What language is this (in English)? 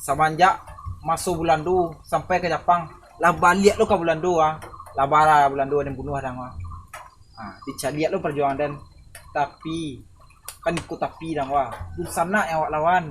Minangkabau